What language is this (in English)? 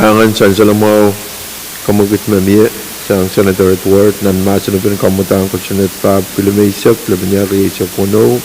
Pohnpeian